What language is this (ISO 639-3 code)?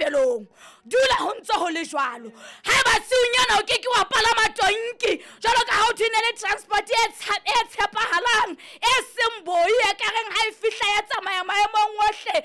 sot